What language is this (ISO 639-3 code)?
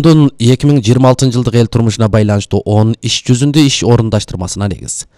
kir